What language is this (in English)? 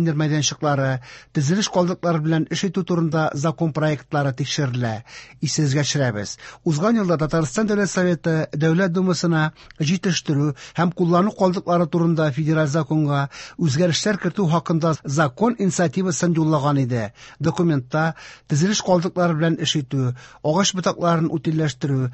Tatar